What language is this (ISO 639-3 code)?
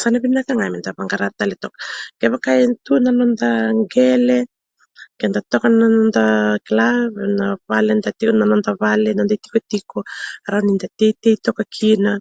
fij